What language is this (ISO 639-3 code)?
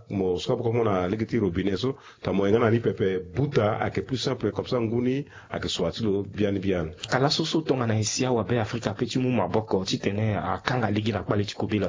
sag